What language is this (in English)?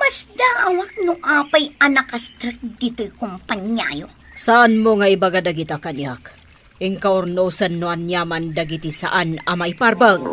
Iloko